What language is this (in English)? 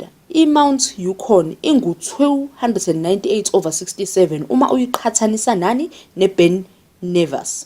Zulu